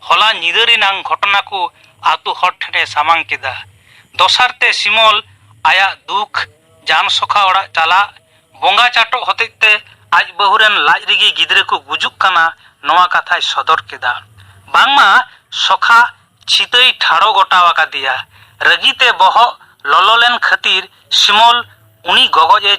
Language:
Santali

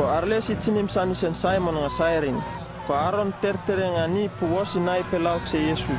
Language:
Uripiv-Wala-Rano-Atchin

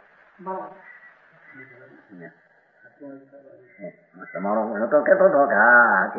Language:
Gujarati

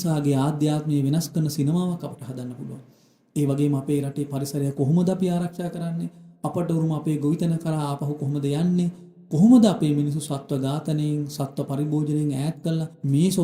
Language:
Sinhala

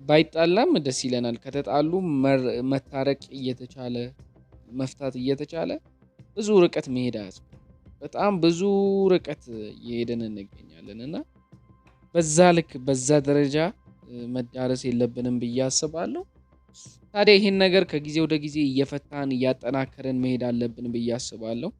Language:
Amharic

